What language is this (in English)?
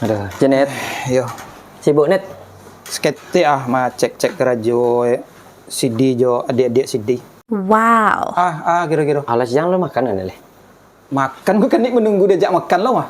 Minangkabau